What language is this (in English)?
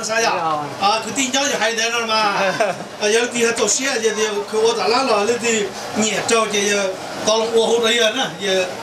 Hmong